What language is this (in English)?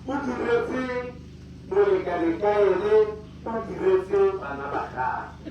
Tswana